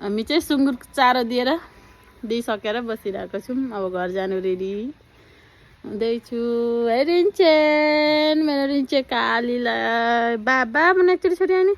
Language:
Nepali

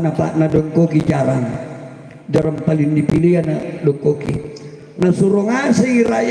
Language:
Makasar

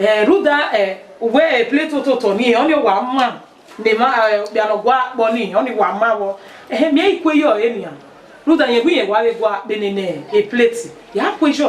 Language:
Bini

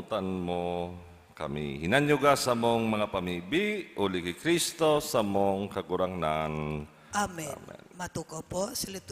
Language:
Bikol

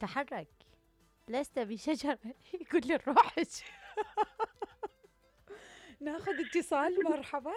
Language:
Mesopotamian Arabic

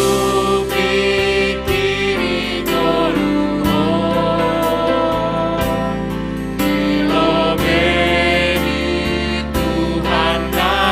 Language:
Batak Simalungun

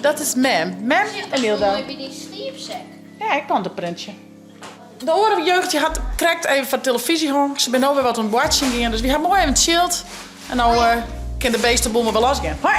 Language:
Western Frisian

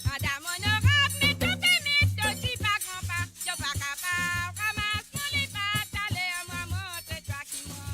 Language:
Morisyen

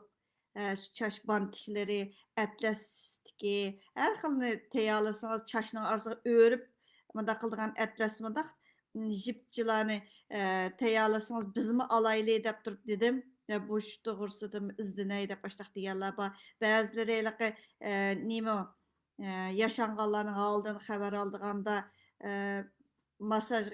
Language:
Uyghur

